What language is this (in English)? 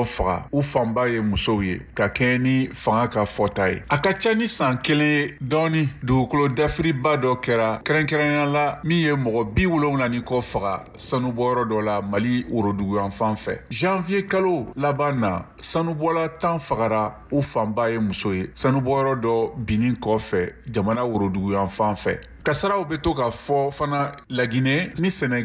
Bambara